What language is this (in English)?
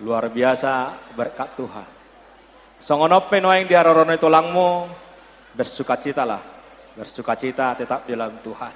Batak Toba